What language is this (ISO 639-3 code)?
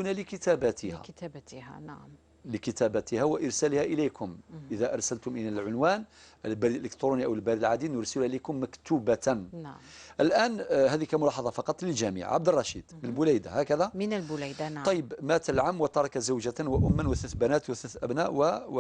kab